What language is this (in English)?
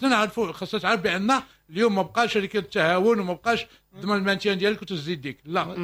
Moroccan Arabic